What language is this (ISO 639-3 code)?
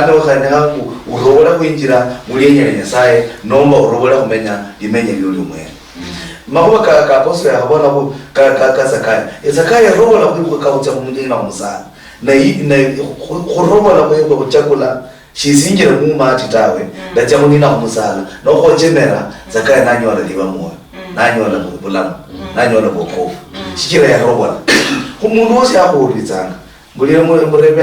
luy